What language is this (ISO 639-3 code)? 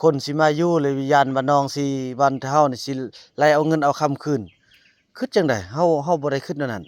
lao